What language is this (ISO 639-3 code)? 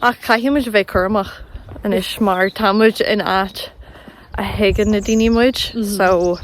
gle